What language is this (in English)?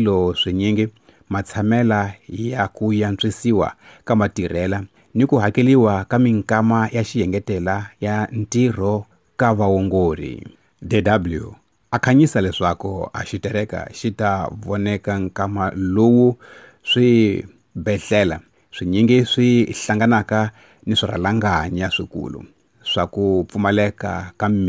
Tsonga